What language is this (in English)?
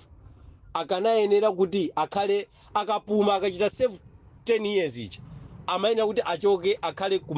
Nyanja